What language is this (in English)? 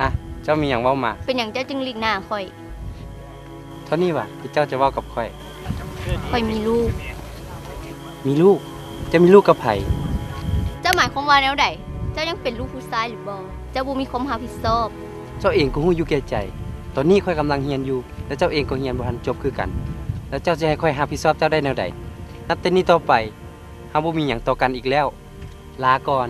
Lao